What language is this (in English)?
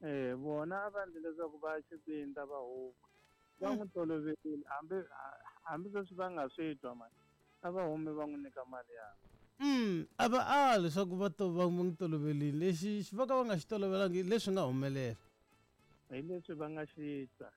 Tsonga